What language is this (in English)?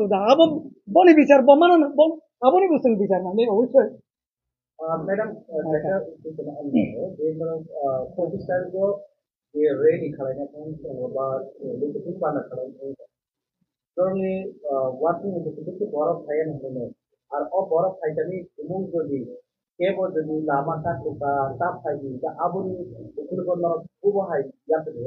Kok Borok